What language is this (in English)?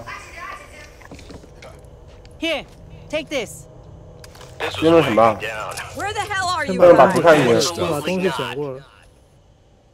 Chinese